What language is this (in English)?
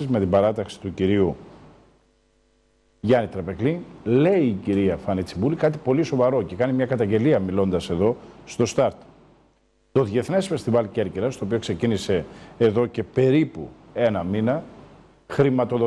Greek